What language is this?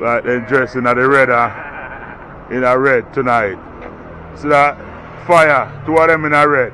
Jamaican Creole English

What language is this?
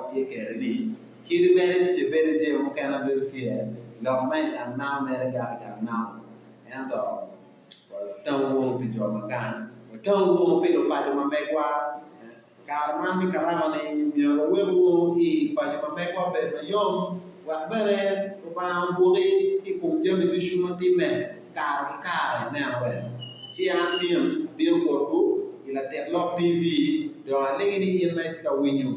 Acoli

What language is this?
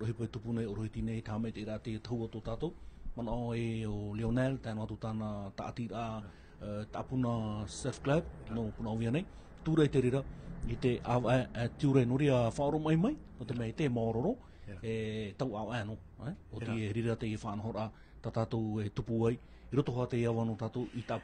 Tahitian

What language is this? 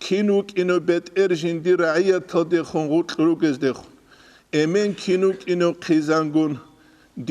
Avaric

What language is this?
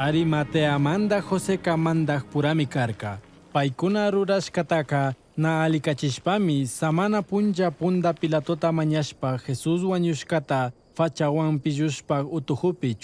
Chimborazo Highland Quichua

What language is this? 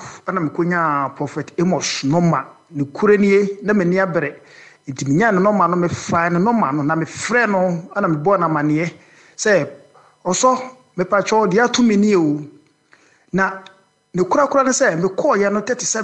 Akan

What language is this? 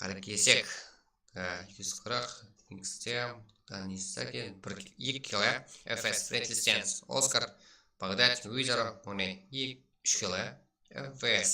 Kara-Kalpak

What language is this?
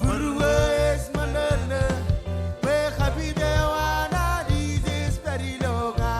Marshallese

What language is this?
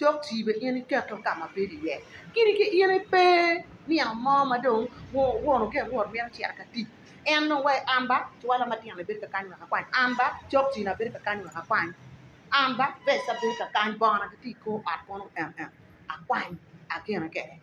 Acoli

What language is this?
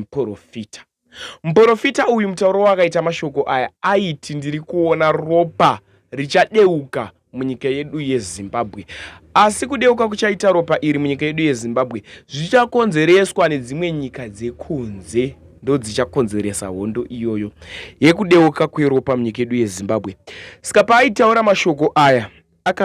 Shona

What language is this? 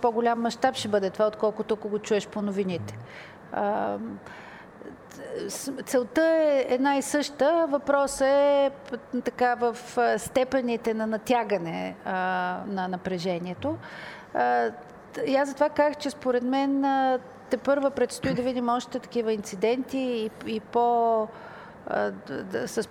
Bulgarian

